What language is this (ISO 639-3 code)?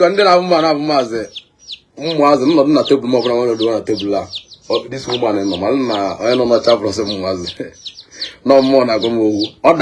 ibo